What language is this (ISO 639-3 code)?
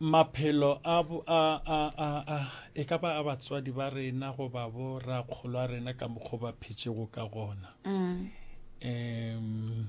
nso